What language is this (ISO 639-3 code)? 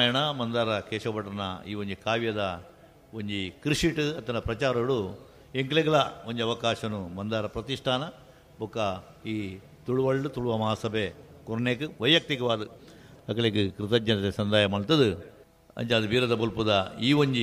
tcy